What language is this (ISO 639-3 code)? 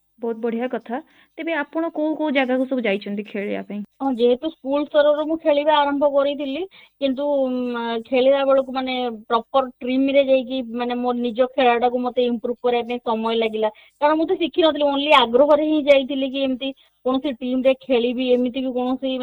ori